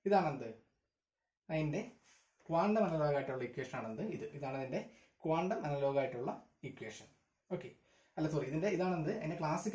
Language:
Malayalam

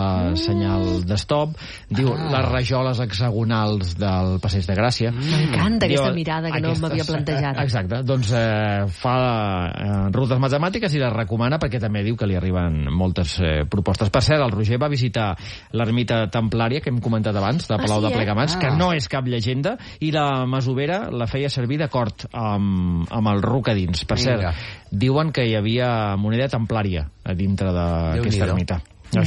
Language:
Catalan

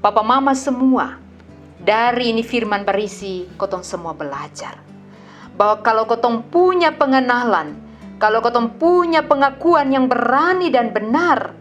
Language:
Kupang Malay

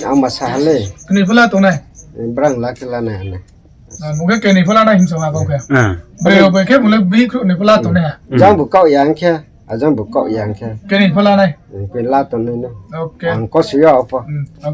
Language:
Riang (India)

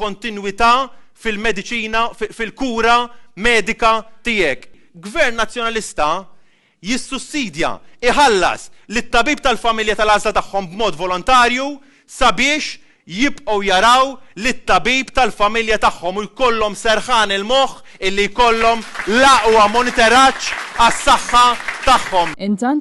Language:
Maltese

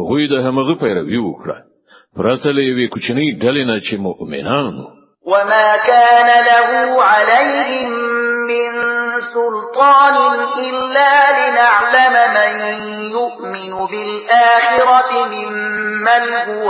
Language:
Pashto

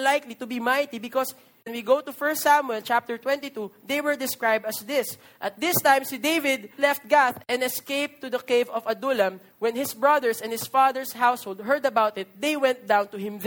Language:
Filipino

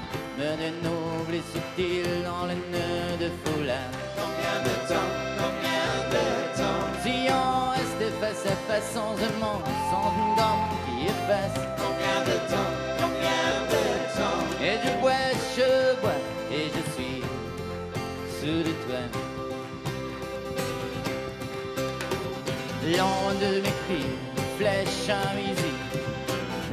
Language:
French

